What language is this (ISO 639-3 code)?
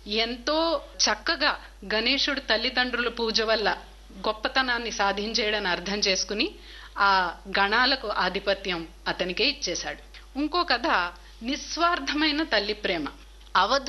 tel